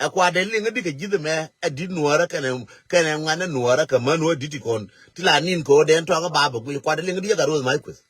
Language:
Nuer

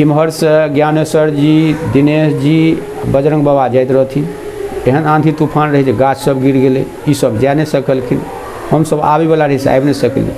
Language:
Maithili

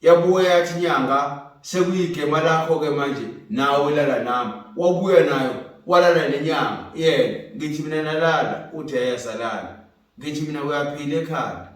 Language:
Zulu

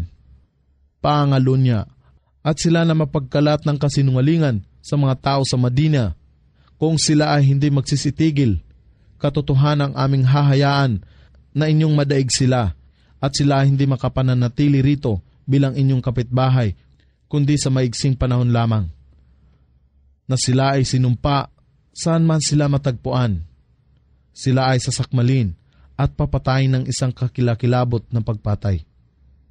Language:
Filipino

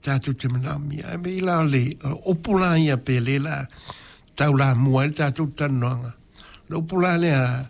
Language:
Samoan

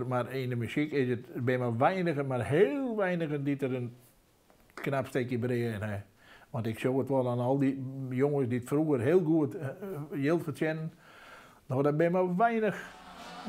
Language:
Western Frisian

